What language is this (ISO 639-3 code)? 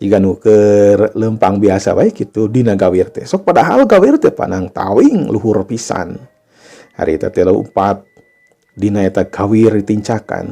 sun